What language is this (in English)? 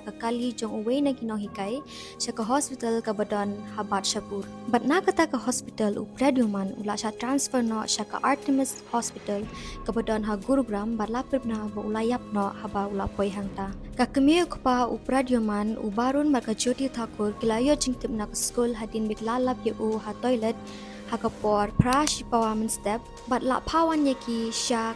Khasi